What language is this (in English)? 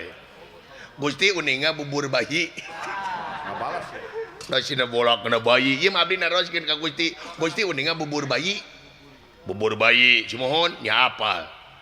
Sundanese